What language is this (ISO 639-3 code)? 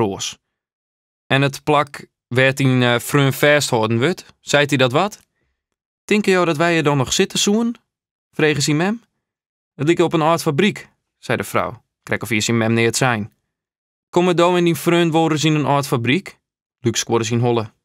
fry